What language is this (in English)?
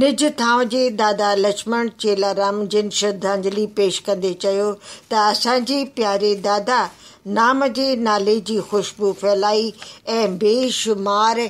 Sindhi